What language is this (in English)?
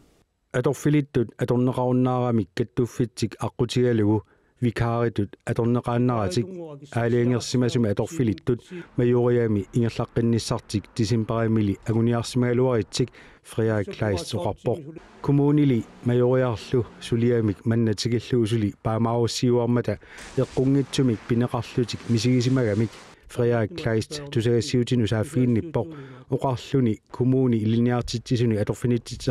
Kalaallisut